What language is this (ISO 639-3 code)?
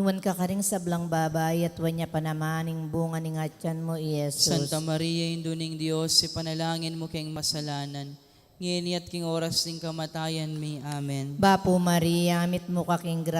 pam